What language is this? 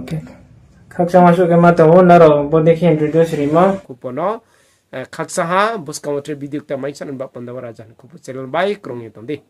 Riang (India)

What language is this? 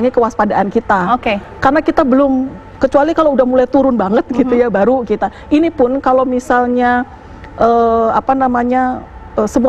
Indonesian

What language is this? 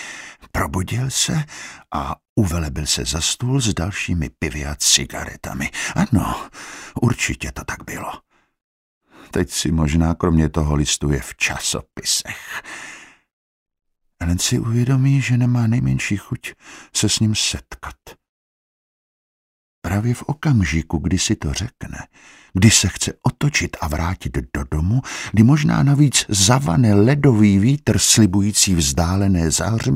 Czech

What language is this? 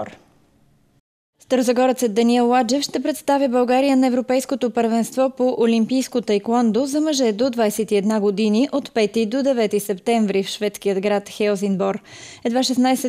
Bulgarian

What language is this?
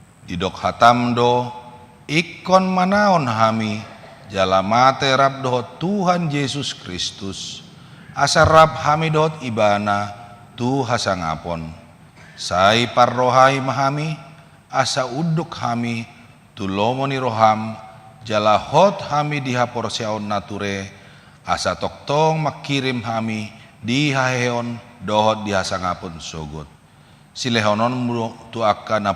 Batak Toba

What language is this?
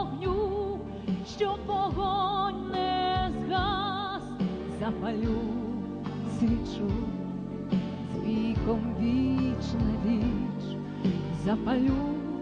Ukrainian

